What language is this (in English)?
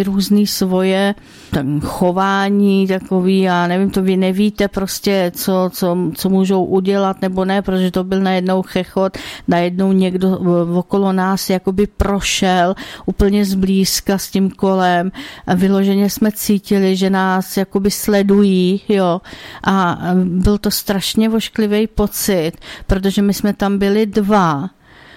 Czech